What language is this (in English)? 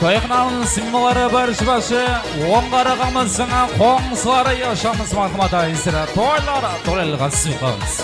Kara-Kalpak